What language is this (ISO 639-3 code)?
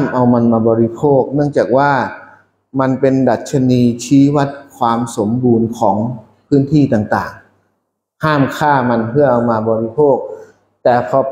tha